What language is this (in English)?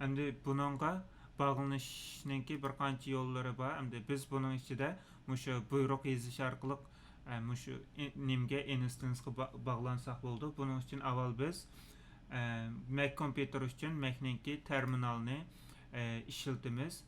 Uyghur